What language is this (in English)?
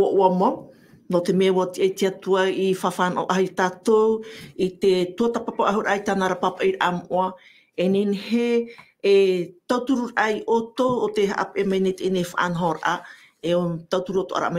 Tahitian